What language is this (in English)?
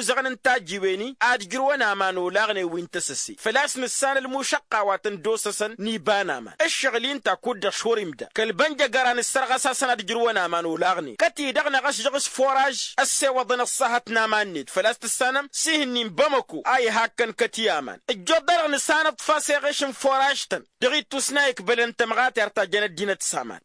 Tamasheq